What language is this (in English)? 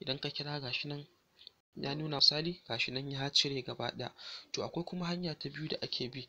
Hausa